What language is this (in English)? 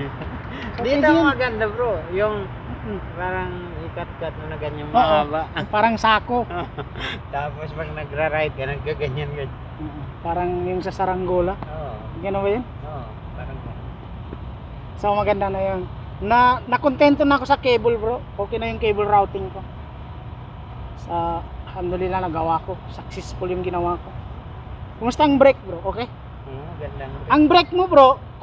Filipino